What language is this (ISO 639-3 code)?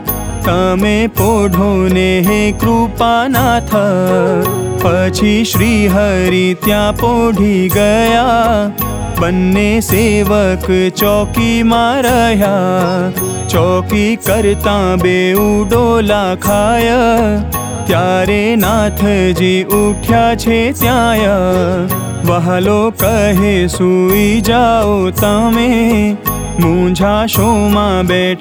guj